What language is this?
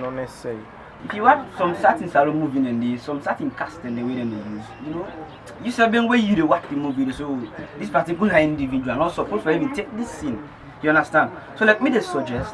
Krio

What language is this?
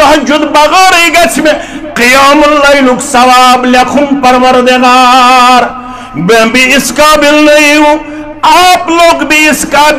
Kashmiri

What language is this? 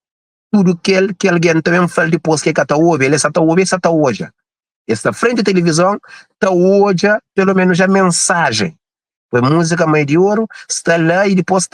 Kabuverdianu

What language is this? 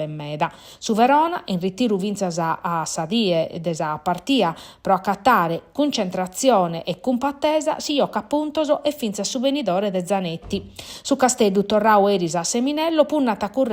Sardinian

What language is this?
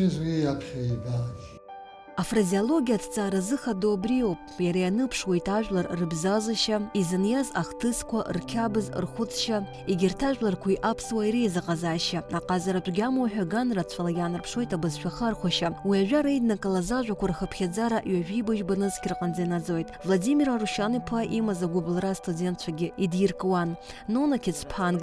Abkhazian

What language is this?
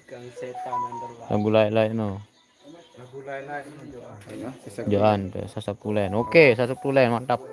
Sasak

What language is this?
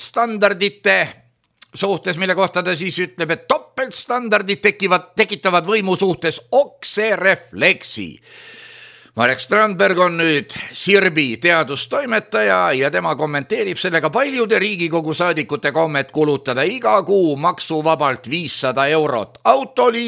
Estonian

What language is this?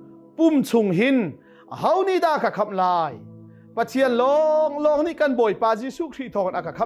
Hakha Chin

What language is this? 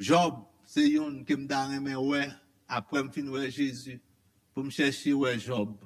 Haitian Creole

